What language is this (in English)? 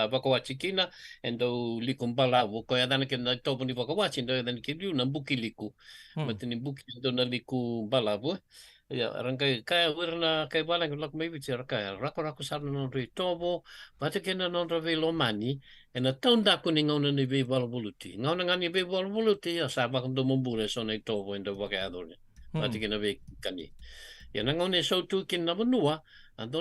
Fijian